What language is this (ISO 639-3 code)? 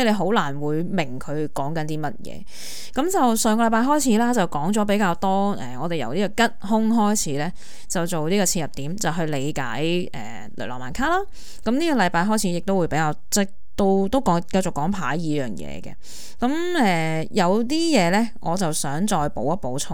yue